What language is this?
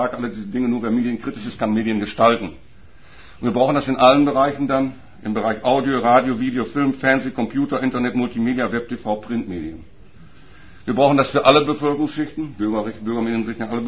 German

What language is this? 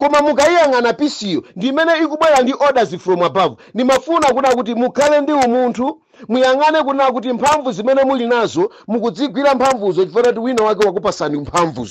Nyanja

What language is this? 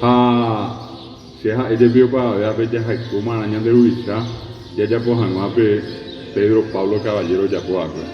Guarani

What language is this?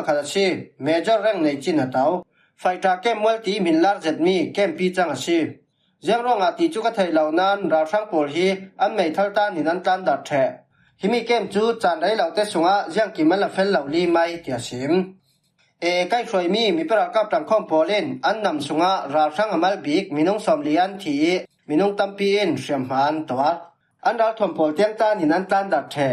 Falam Chin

